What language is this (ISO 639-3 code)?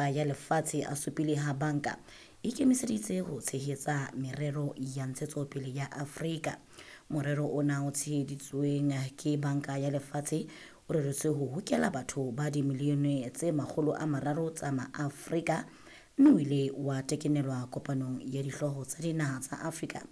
sot